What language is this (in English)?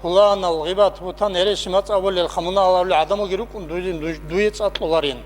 Avaric